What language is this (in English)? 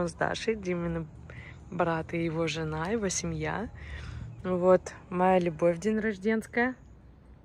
Russian